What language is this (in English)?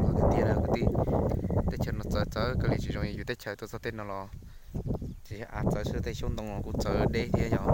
Hmong